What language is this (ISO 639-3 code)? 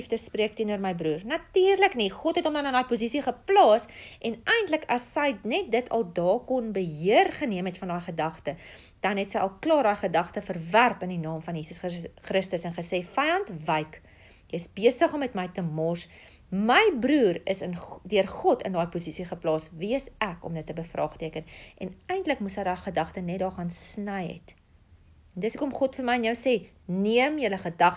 afr